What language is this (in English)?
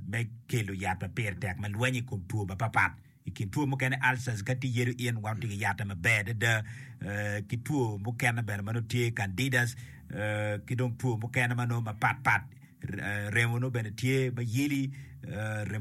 Acoli